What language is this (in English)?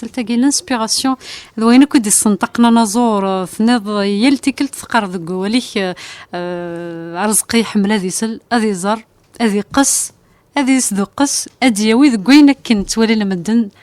Kabyle